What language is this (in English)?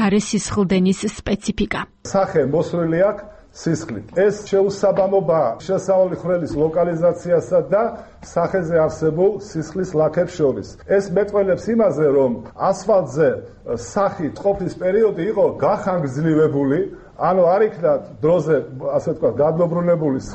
Georgian